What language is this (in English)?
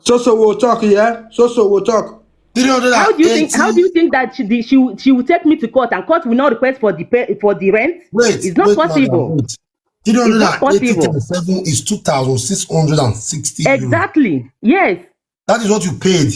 Nigerian Pidgin